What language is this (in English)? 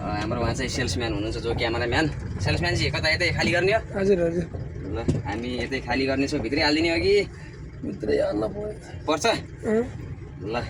Nepali